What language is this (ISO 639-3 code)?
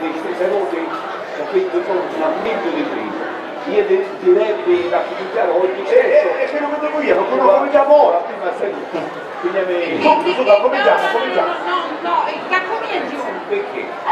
scn